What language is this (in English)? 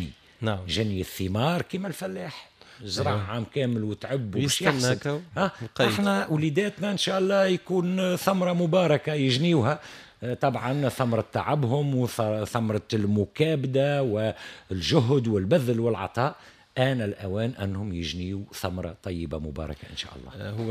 Tunisian Arabic